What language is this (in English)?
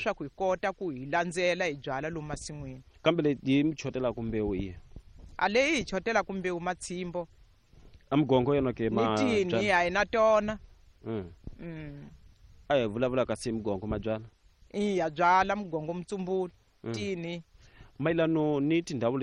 Tsonga